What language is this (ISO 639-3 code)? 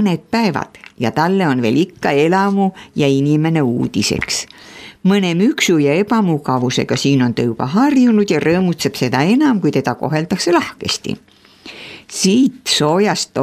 est